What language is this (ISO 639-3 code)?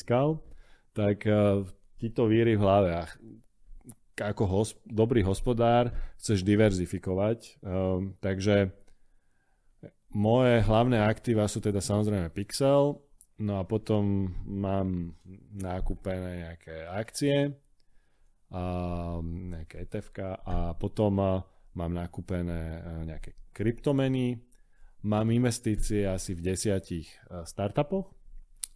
slk